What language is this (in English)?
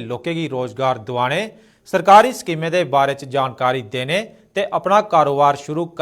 Dogri